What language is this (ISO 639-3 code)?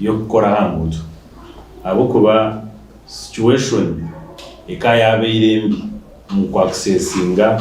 nyn